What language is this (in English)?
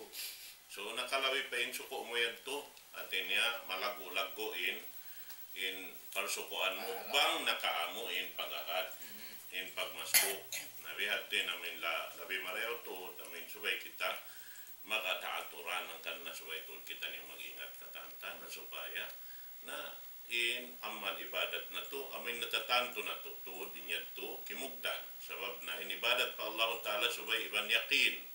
Tausug